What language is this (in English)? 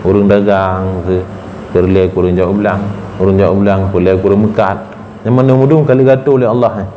Achinese